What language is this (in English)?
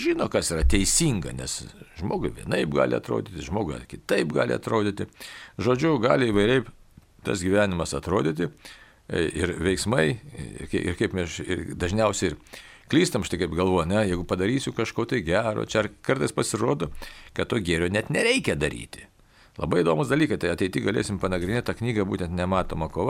Lithuanian